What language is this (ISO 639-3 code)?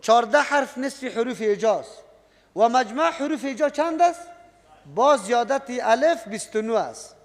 fas